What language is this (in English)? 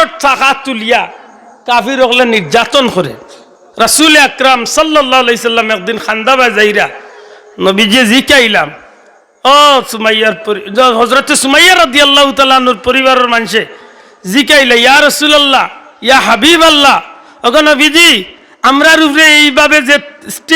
Sylheti